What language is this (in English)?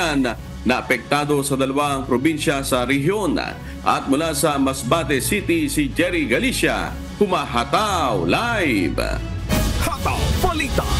Filipino